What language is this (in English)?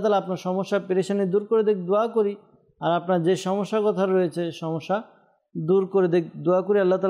Bangla